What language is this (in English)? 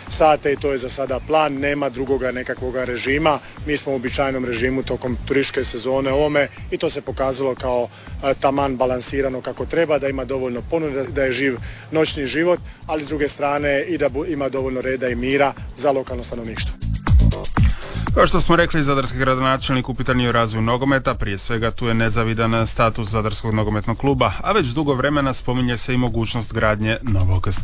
Croatian